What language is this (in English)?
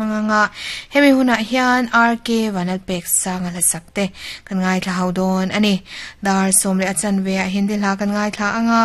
Mizo